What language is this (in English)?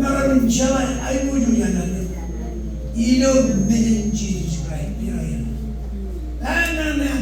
Marshallese